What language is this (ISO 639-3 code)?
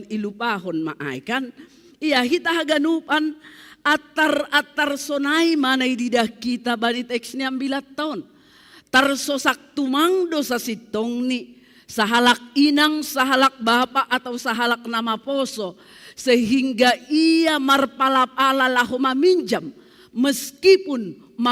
bts